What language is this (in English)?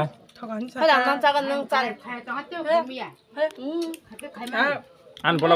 Kok Borok